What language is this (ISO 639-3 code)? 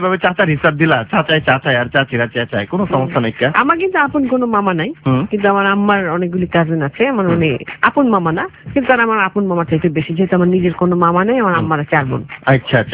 ben